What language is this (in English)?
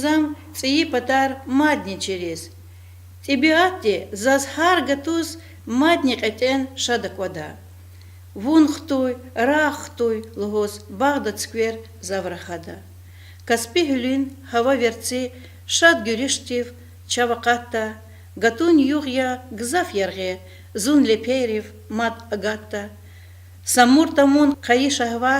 Lezghian